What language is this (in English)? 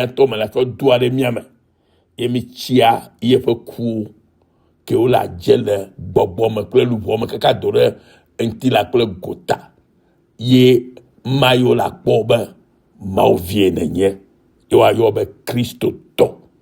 Ewe